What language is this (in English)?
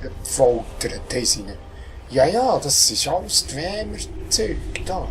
Swiss German